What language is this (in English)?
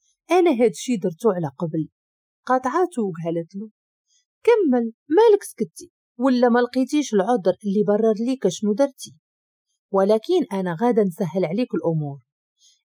Moroccan Arabic